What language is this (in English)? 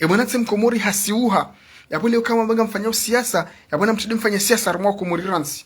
Ngazidja Comorian